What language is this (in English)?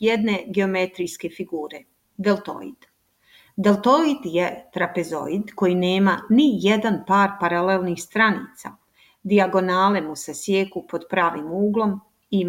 Serbian